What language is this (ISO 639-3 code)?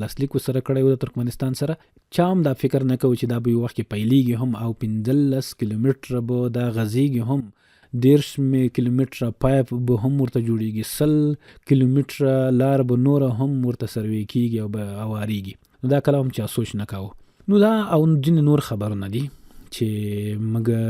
pus